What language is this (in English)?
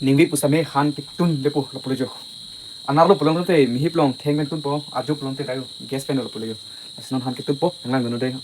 Karbi